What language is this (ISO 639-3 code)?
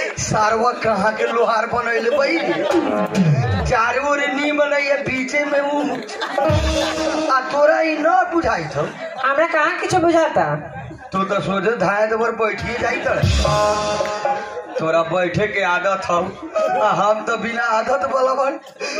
bho